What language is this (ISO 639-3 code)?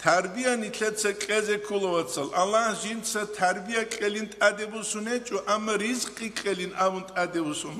ava